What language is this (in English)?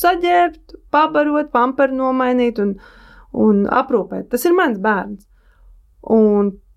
Latvian